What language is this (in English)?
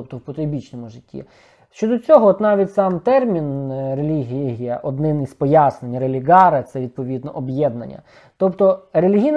Ukrainian